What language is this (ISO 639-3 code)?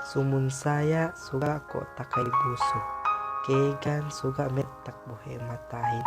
yka